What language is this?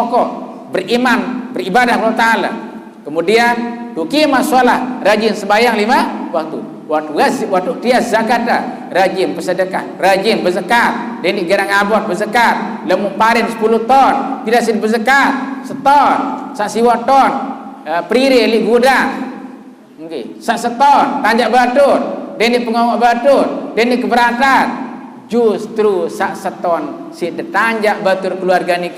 Sasak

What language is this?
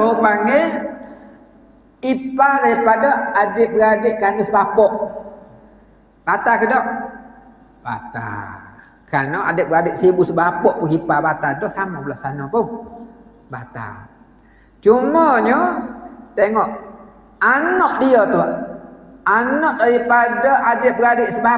Malay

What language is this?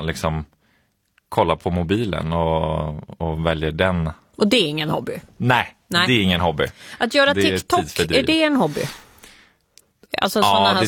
Swedish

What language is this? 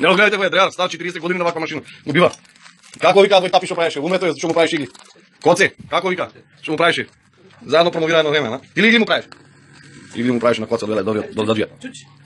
Macedonian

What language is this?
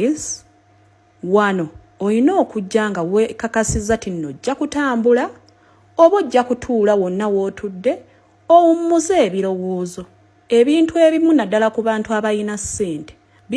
Ganda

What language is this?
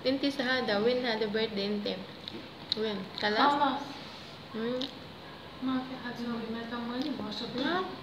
Cebuano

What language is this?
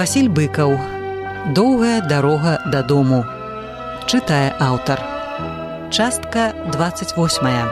Belarusian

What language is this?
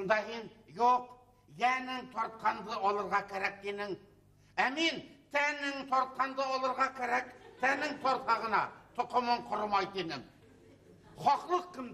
Bashkir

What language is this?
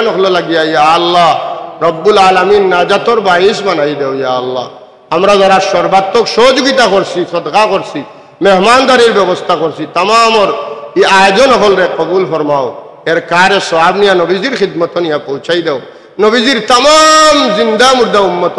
Sylheti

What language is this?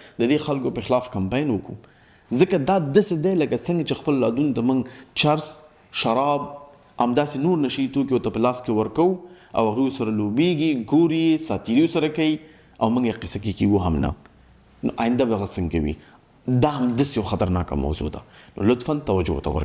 Pashto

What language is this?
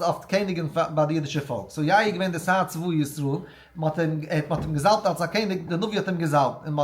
Yiddish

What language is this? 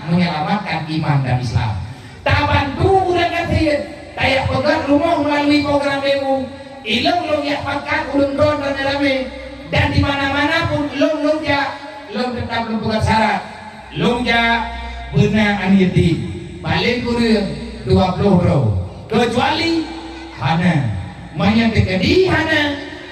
Achinese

